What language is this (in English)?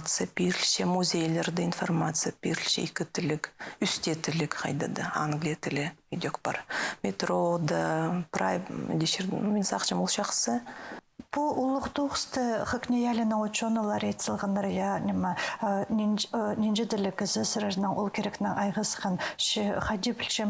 Khakas